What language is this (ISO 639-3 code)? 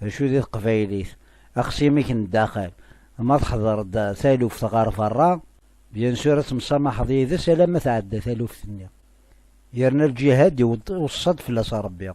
kab